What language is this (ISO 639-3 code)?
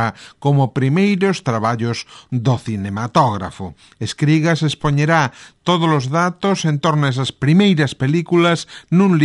glg